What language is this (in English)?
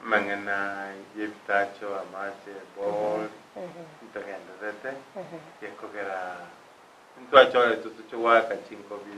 Gusii